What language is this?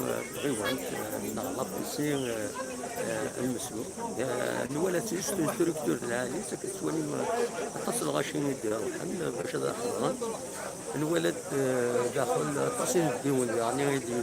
Kabyle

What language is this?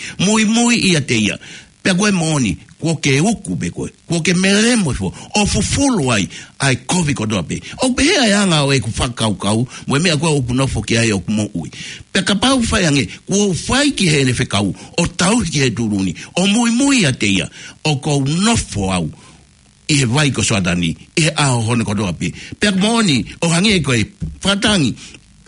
Tongan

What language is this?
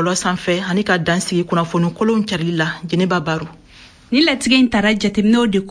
Bambara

